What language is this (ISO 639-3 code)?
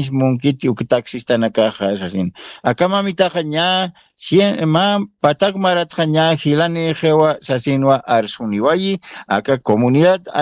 aym